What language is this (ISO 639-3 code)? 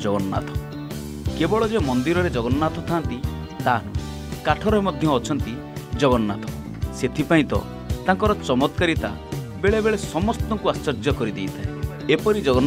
ori